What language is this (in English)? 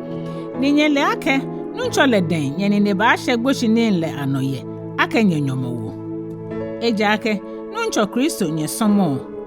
Ga